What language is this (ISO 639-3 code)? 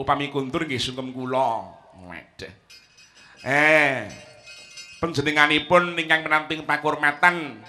jav